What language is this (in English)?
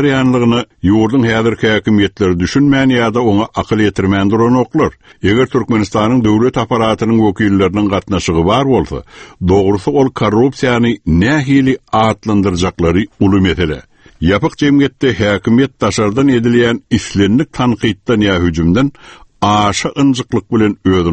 Turkmen